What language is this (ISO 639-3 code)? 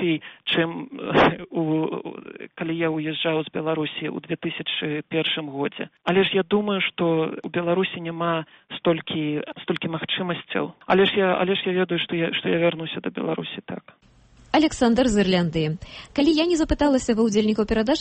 bel